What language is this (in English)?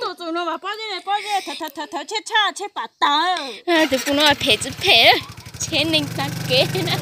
Hmong